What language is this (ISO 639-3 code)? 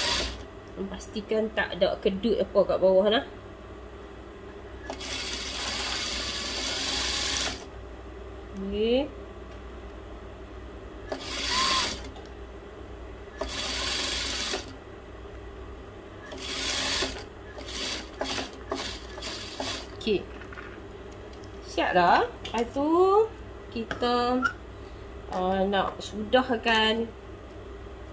msa